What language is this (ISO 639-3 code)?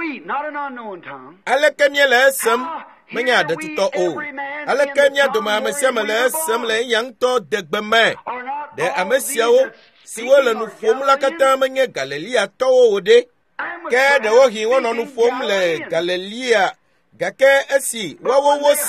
ewe